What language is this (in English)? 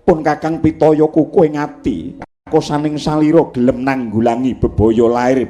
Javanese